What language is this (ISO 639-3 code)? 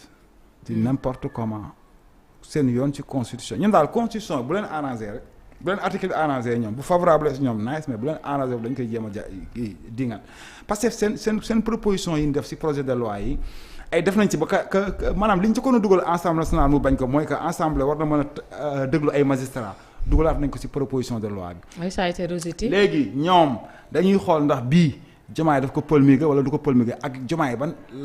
wol